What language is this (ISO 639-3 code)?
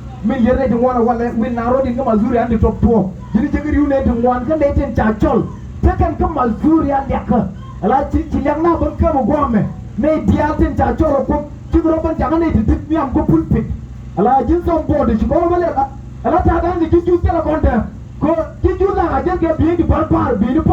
nus